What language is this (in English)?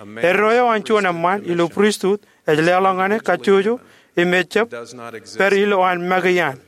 Marshallese